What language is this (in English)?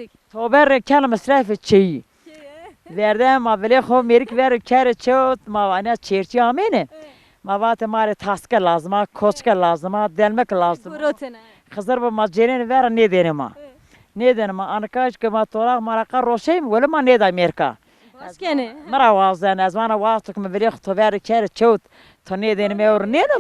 Zaza